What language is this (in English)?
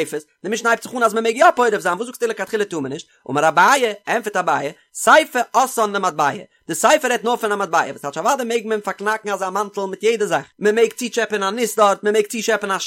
Yiddish